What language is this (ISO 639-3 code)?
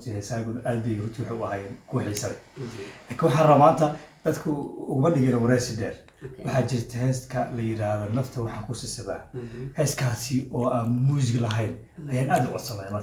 som